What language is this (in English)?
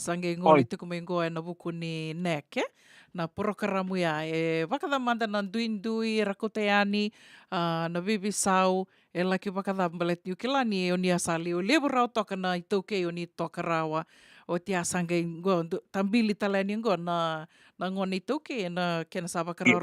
Fijian